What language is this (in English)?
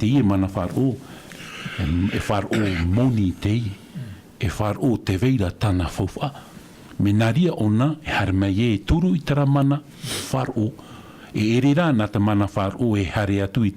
Tahitian